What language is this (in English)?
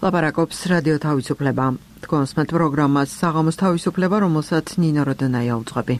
Georgian